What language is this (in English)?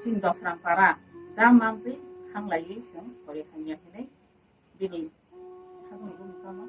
Kok Borok